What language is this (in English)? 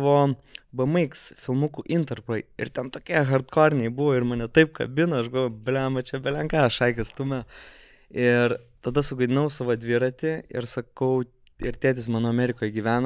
Lithuanian